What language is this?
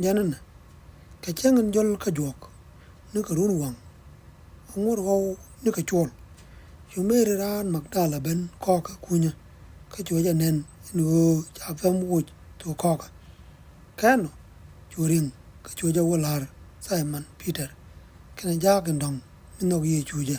Nuer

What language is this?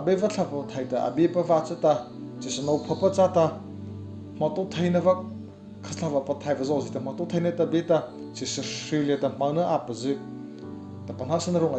Mara Chin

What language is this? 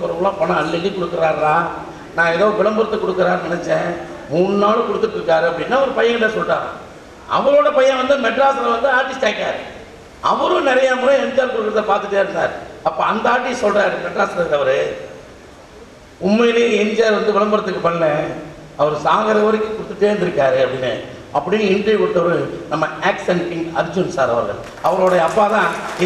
Tamil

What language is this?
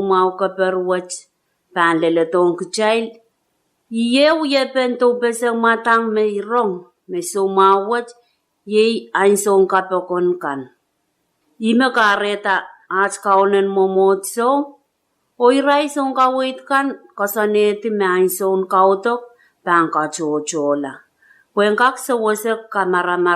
Pohnpeian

